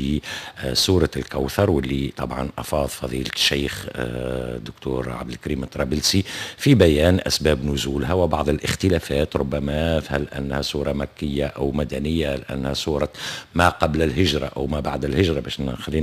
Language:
Tunisian Arabic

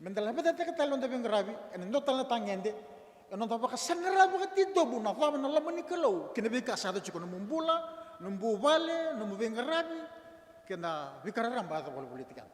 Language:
Fijian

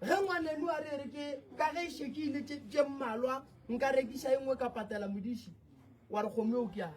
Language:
Northern Sotho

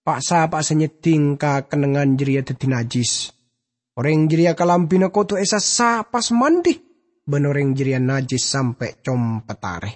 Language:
Madurese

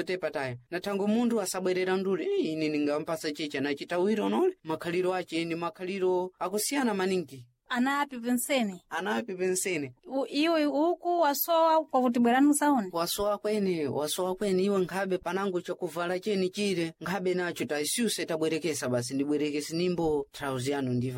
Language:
Sena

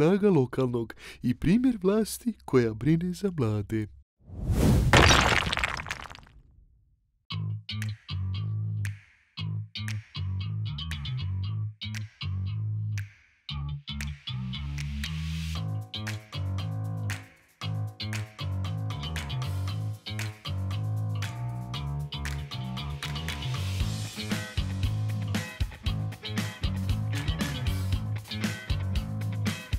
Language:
Bosnian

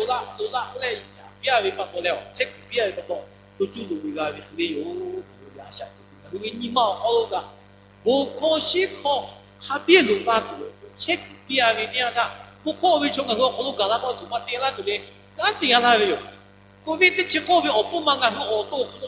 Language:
Lahu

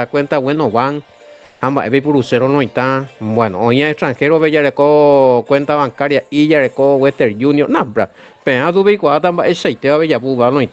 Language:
Guarani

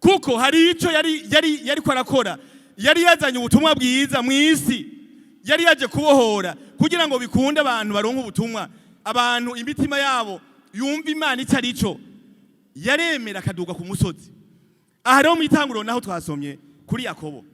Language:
Rundi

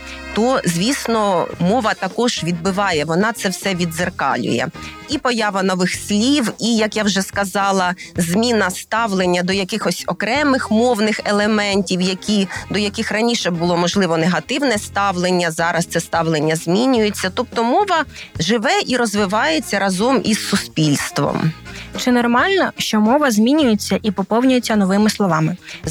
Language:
Ukrainian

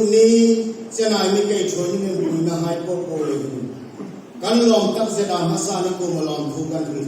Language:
Hmar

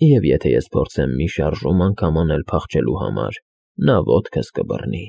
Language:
Armenian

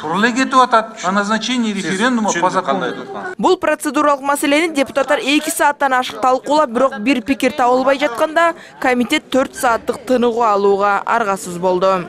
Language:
Kyrgyz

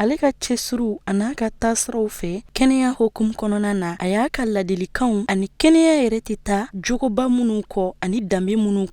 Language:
Bambara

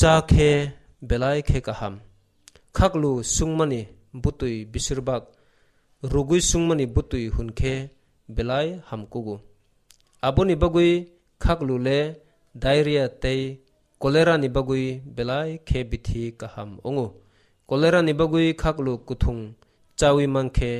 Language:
Kok Borok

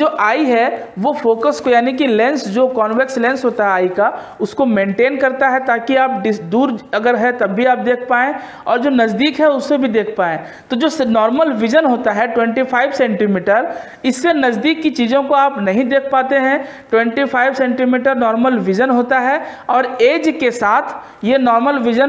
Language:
Hindi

